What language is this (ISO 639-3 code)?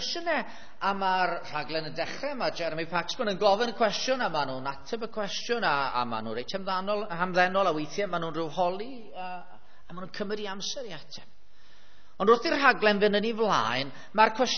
cym